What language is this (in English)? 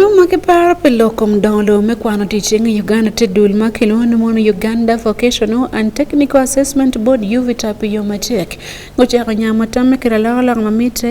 Acoli